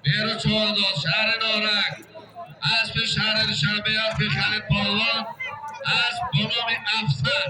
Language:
Tajik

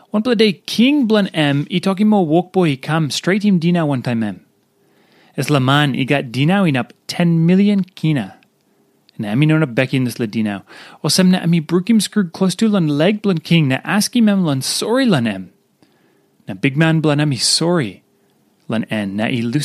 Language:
Tok Pisin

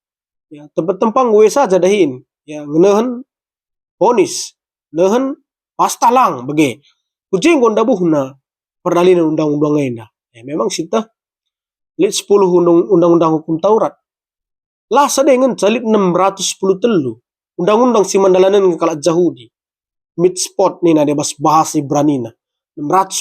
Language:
Batak Karo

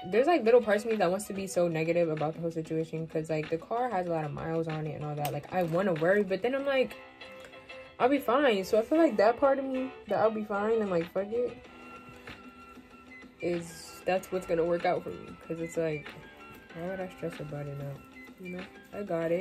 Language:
English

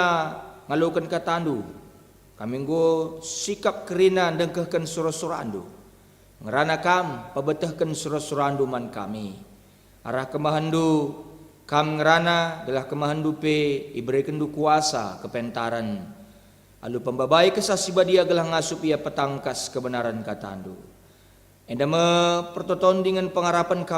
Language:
Batak Karo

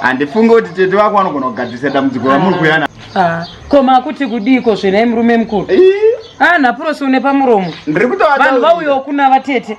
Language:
Shona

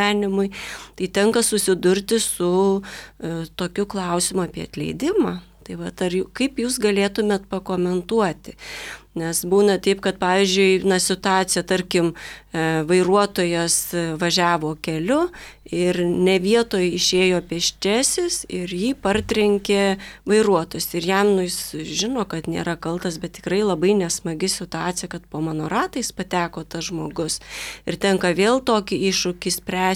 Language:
Lithuanian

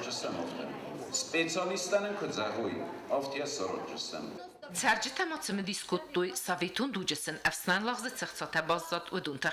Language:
Ossetic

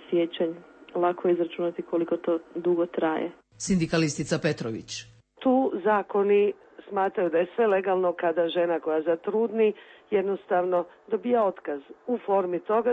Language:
Serbian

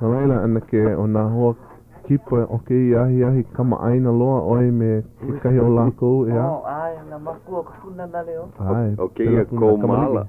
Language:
Hawaiian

